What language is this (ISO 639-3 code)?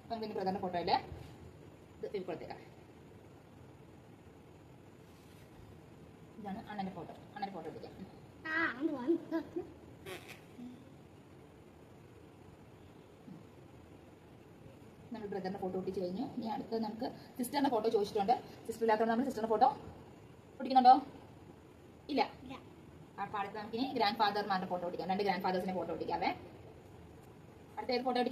mal